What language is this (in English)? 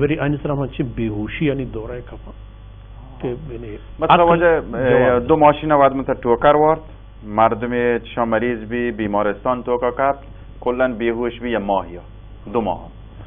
Baluchi